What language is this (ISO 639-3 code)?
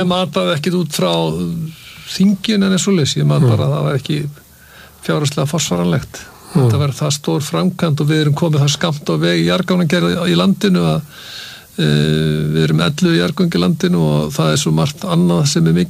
isl